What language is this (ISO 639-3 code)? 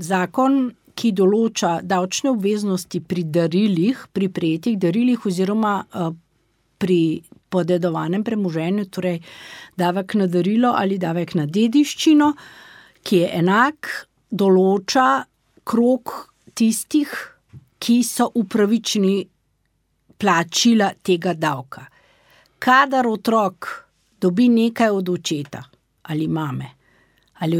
slv